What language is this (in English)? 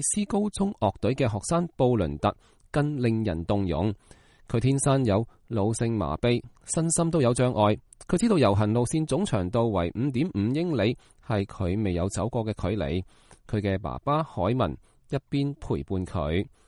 Cantonese